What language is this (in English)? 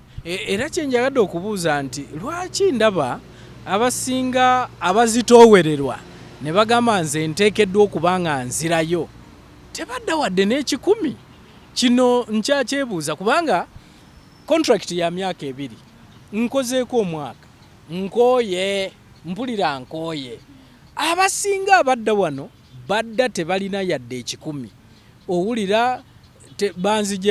Ganda